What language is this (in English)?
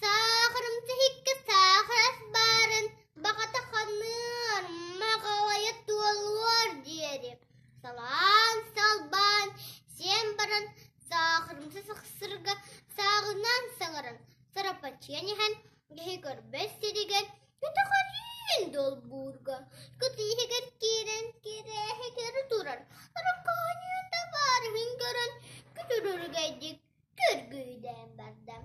Yakut